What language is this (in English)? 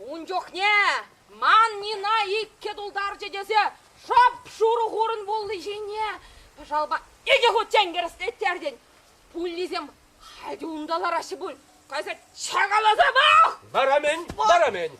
Chuvash